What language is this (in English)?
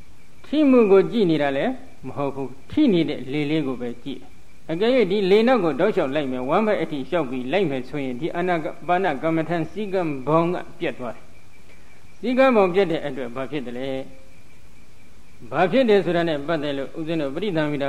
Burmese